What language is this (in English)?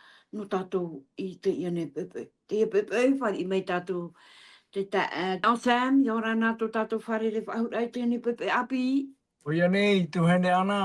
Tahitian